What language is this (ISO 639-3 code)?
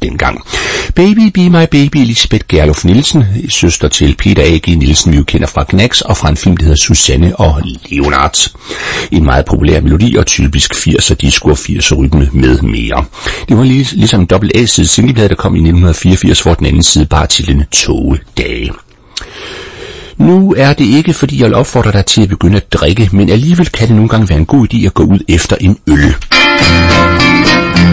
dan